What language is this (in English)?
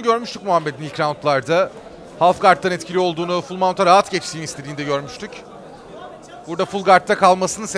Turkish